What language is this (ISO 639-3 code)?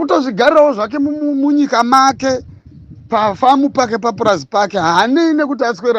sna